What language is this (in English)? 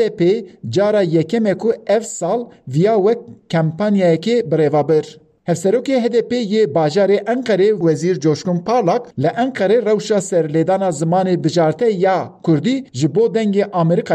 Kurdish